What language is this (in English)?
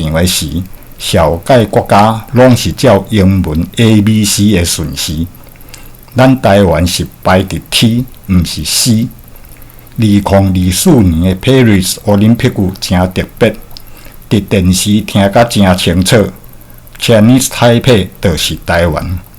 Min Nan Chinese